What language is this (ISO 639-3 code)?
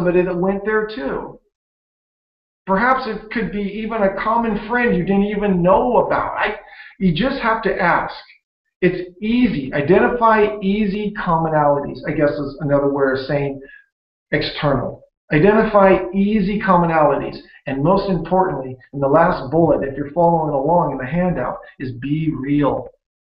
eng